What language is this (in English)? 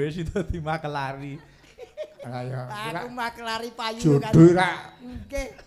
Javanese